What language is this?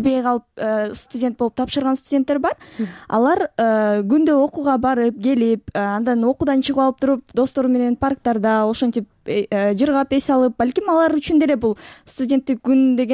Kyrgyz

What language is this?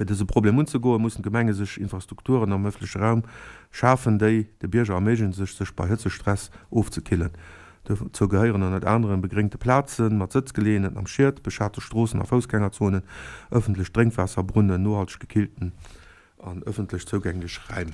Luxembourgish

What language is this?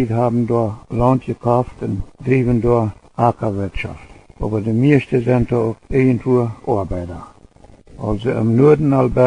Plautdietsch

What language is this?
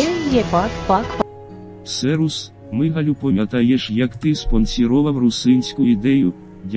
Rusyn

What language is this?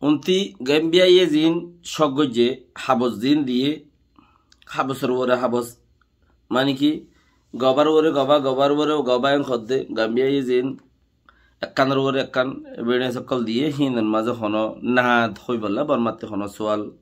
Rohingya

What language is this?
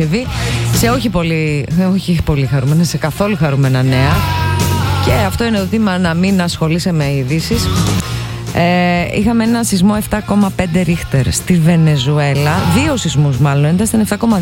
Greek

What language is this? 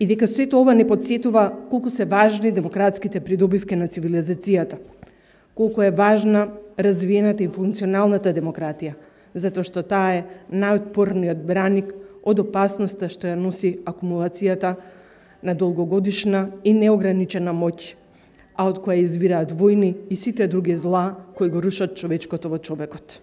Macedonian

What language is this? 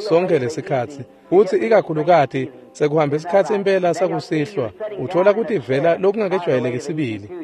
Swati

